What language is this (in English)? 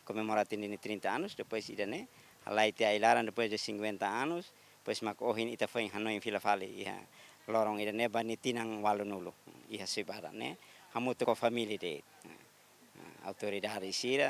Tetum